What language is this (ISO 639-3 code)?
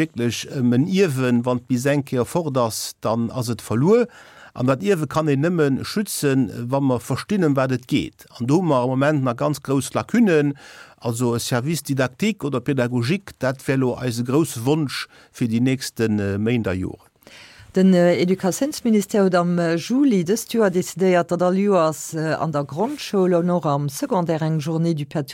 ltz